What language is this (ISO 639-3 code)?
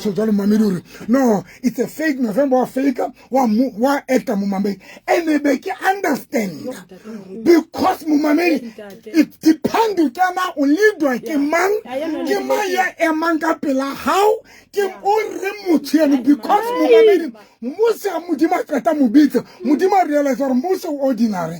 sot